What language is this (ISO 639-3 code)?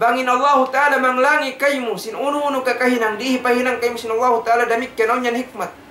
tsg